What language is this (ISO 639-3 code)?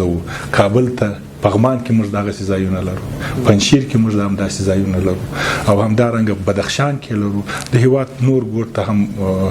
pus